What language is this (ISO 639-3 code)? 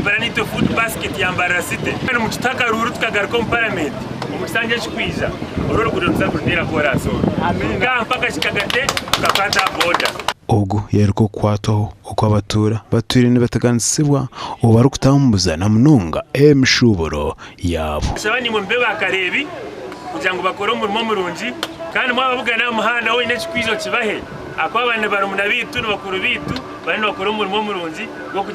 nyn